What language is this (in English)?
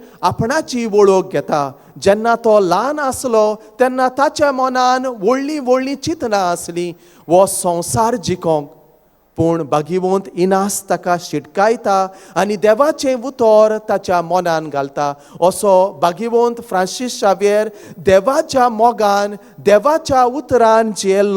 Konkani